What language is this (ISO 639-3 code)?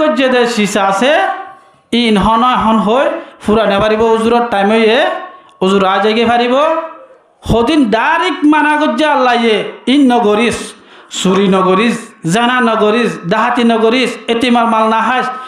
rhg